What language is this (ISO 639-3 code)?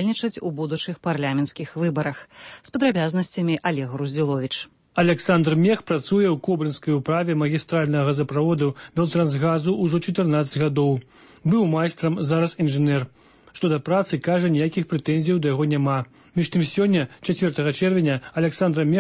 bel